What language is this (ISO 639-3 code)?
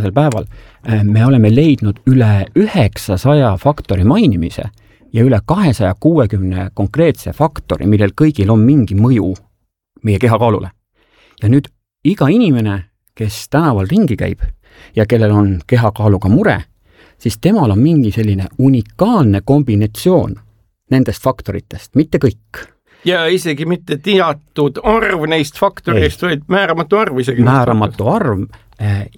est